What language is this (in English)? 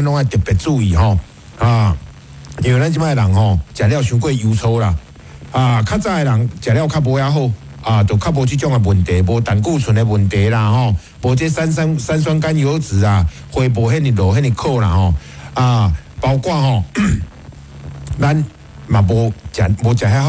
Min Nan Chinese